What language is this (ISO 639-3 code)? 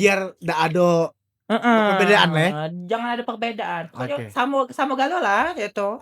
mui